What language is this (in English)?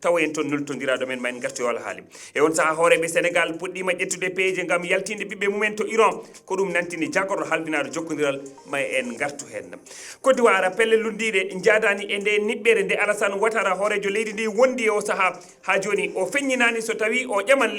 Fula